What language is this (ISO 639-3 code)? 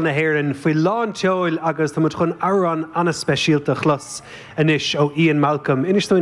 gle